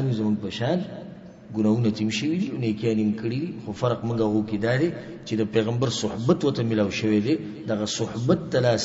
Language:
Pashto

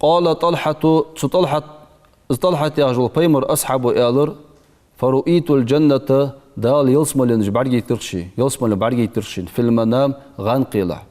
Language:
Ingush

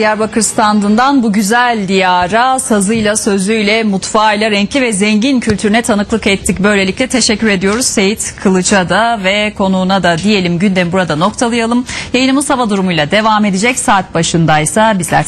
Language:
Turkish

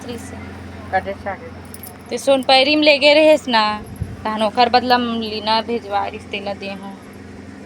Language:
Chhattisgarhi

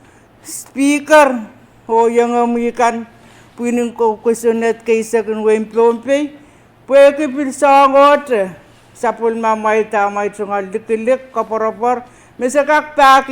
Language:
Pohnpeian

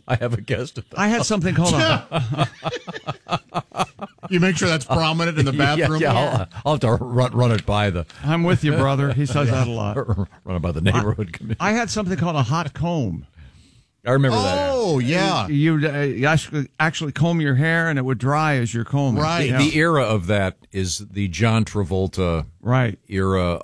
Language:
English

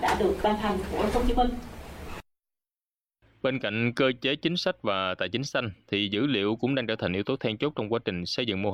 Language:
Vietnamese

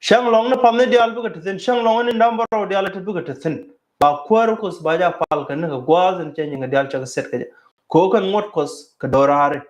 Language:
Nuer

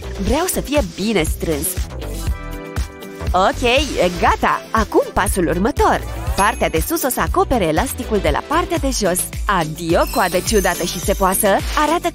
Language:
Romanian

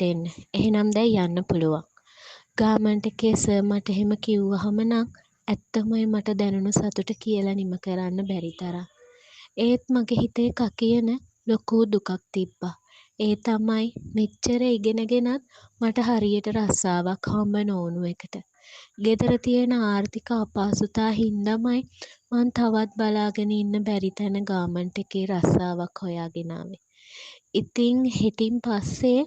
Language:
Sinhala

